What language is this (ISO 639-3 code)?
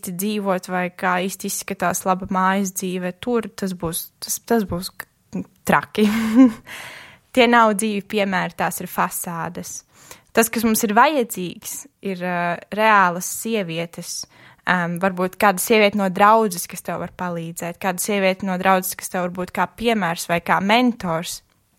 lav